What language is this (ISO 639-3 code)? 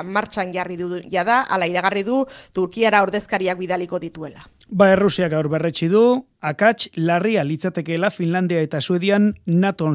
eus